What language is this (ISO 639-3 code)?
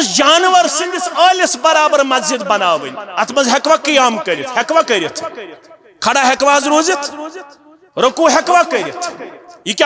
kas